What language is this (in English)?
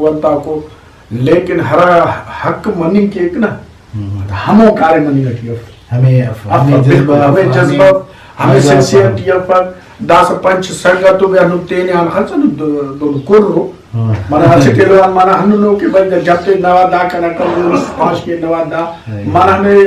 Brahui